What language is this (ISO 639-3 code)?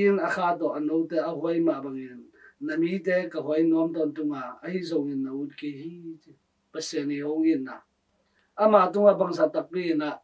ctd